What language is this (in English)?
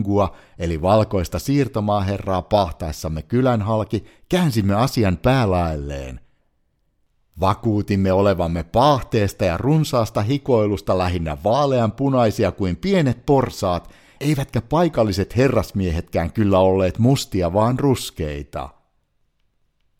Finnish